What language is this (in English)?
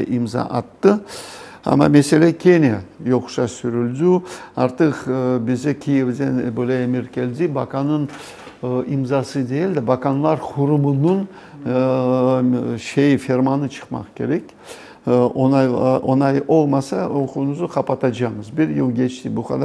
Crimean Tatar